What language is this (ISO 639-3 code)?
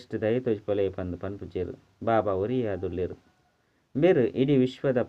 tcy